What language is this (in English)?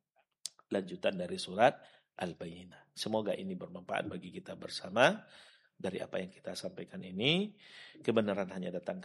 Indonesian